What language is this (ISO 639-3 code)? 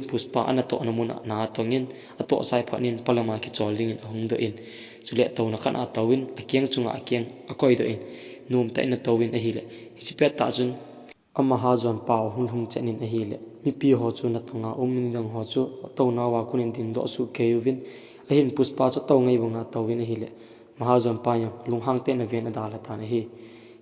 tcz